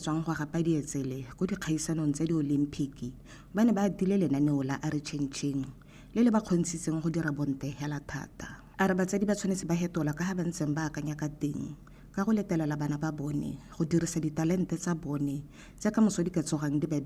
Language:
Tswana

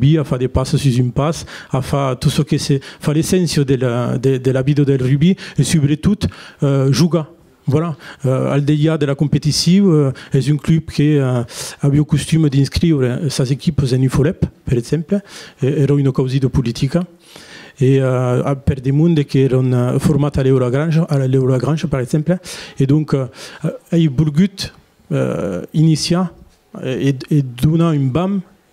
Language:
Occitan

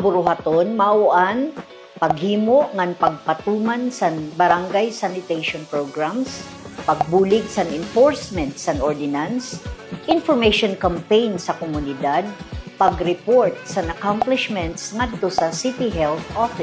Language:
Waray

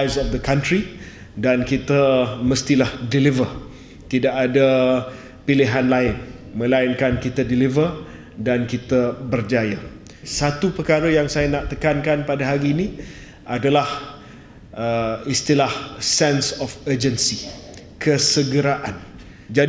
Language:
Malay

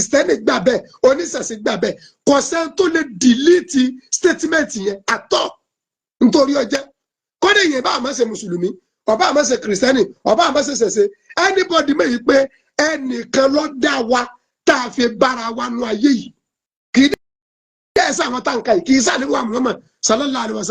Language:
Yoruba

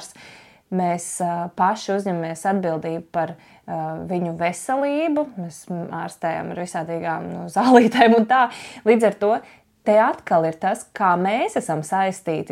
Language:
Latvian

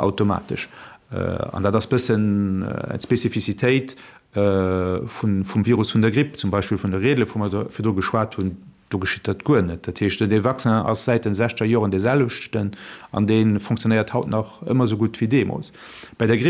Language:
Luxembourgish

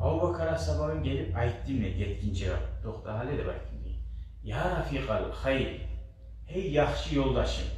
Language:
Kumyk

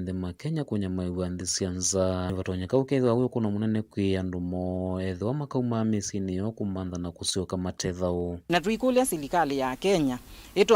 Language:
Kamba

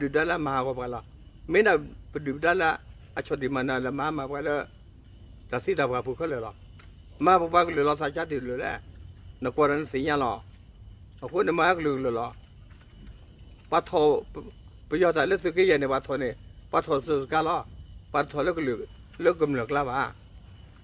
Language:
S'gaw Karen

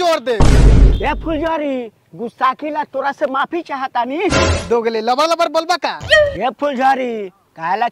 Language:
Bhojpuri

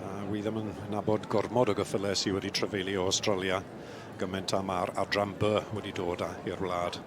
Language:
Welsh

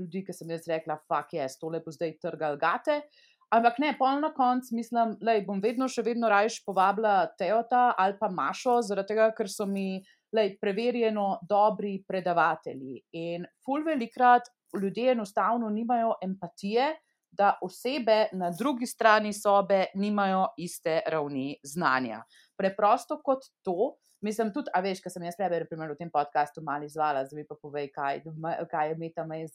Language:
Slovenian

